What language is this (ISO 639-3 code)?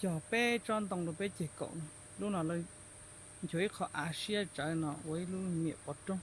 hmn